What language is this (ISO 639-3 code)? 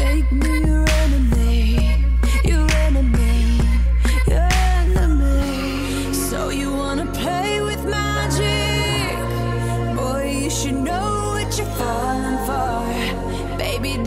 eng